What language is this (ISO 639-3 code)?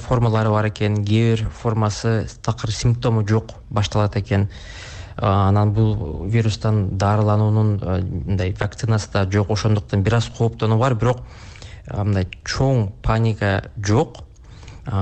kir